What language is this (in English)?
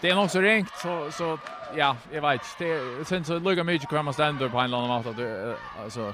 Faroese